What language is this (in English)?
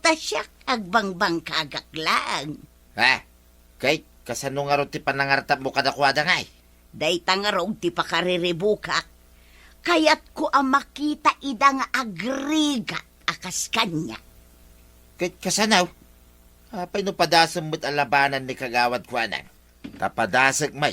Iloko